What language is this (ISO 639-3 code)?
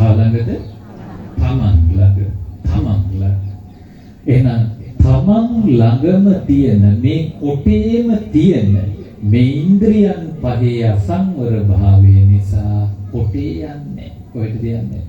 sin